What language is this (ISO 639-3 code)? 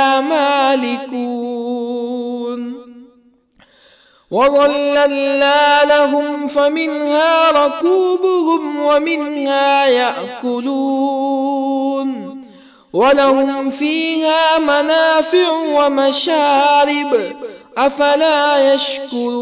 ara